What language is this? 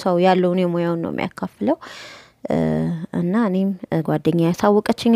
Amharic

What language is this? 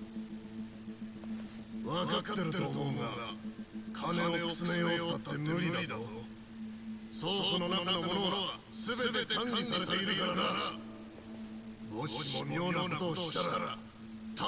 Japanese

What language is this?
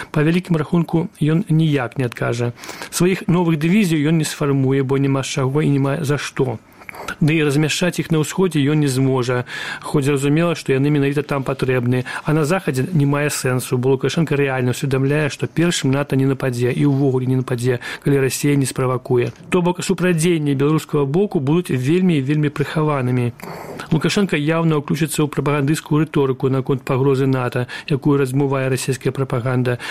Belarusian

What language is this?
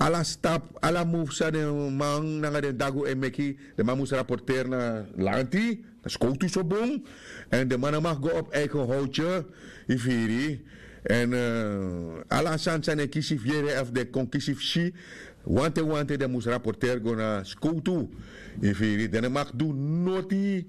Sranan Tongo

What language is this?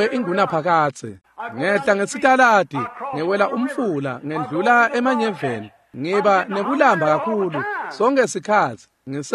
Swati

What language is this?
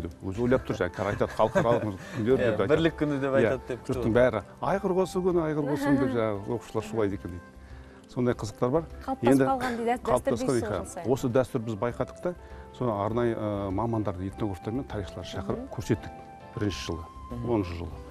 Kazakh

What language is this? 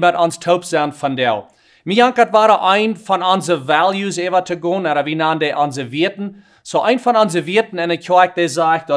Plautdietsch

